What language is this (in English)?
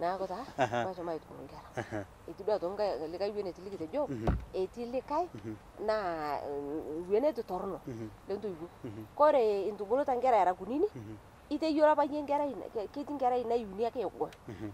Masai